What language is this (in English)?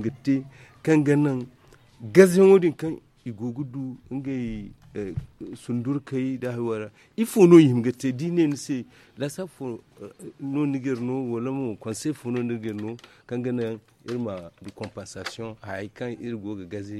Zarma